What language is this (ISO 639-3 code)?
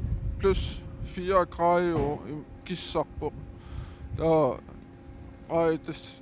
kal